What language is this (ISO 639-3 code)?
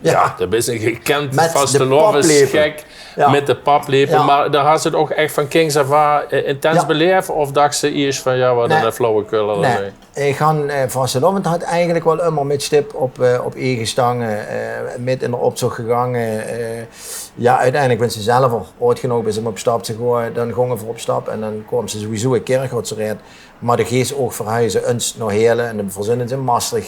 lim